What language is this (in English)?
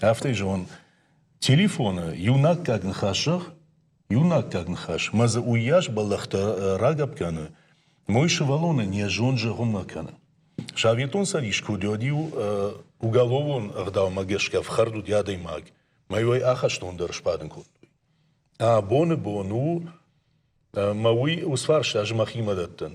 Ossetic